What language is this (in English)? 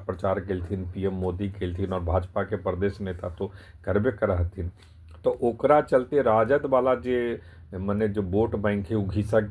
Magahi